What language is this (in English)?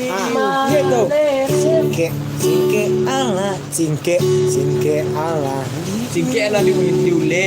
Minangkabau